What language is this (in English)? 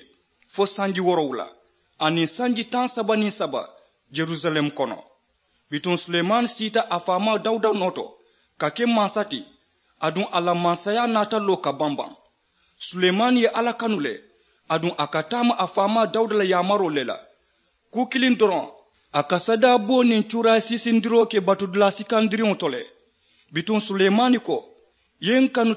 Mandingo